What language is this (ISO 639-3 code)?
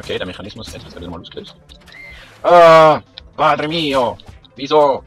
gsw